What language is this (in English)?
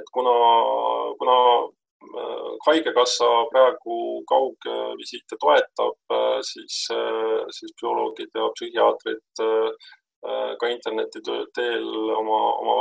Estonian